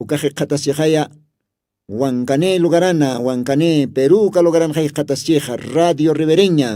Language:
Aymara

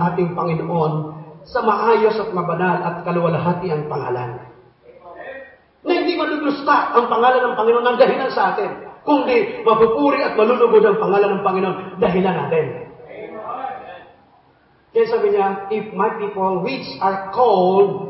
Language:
Filipino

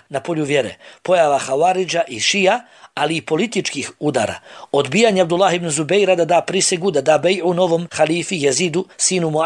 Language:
Bosnian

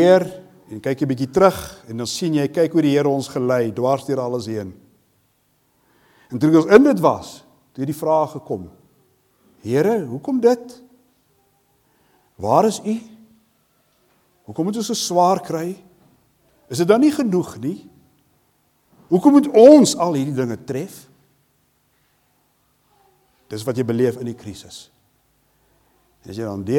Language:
Afrikaans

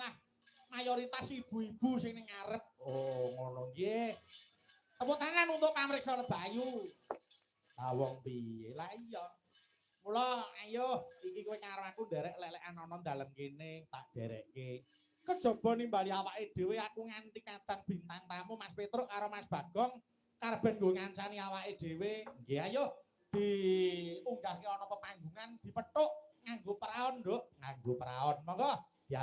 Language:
Javanese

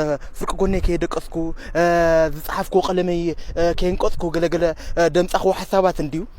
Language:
Tigrinya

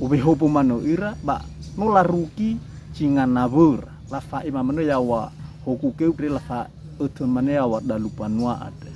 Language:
Nias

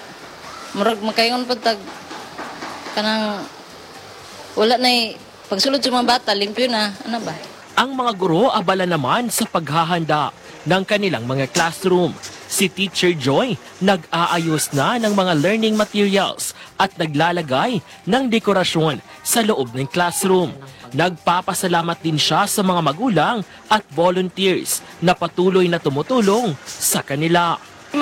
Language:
Filipino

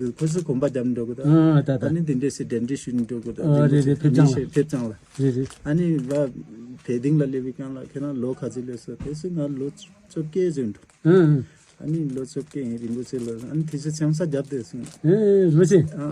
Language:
Tibetan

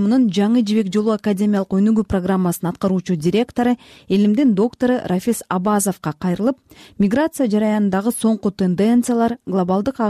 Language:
Kyrgyz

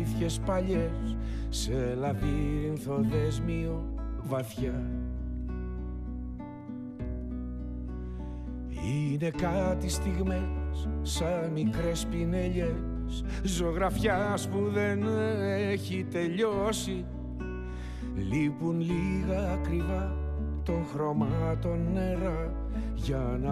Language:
Greek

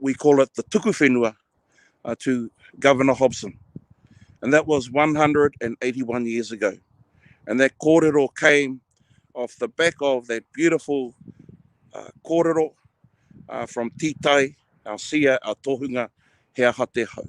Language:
Māori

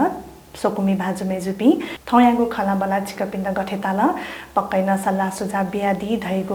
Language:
Newari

